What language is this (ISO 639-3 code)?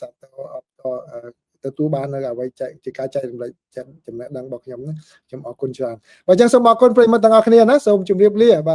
khm